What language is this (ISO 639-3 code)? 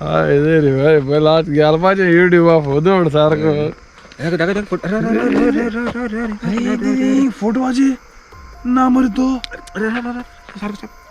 kok